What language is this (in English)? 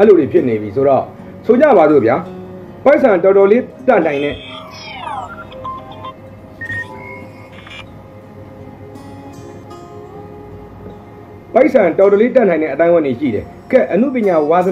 Burmese